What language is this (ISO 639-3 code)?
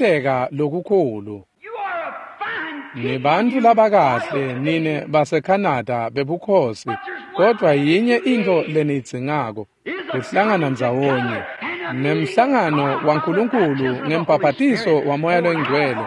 ssw